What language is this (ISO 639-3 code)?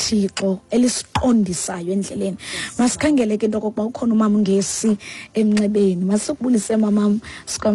xho